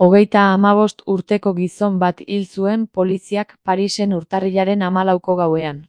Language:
Basque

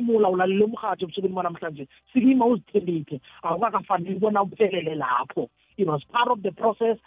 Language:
South Ndebele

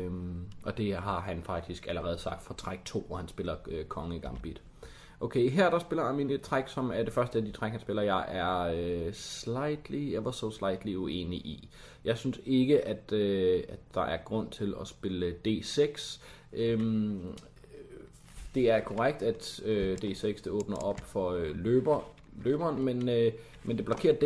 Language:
Danish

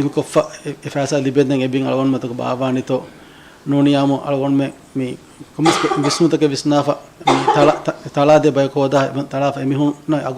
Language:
Divehi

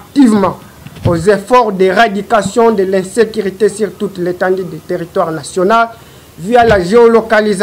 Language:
French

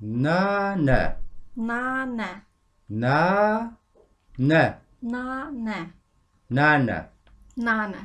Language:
Kabardian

